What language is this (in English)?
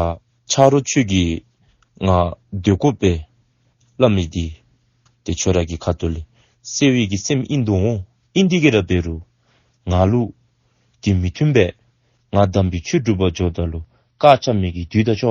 Dzongkha